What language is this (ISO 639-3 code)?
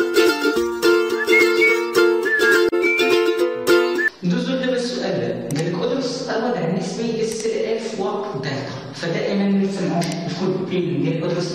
ary